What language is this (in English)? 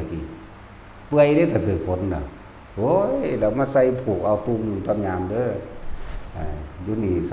Northeastern Thai